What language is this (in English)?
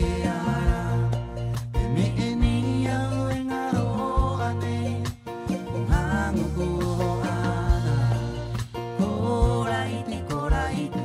Rapanui